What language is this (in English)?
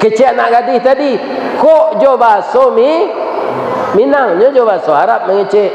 Minangkabau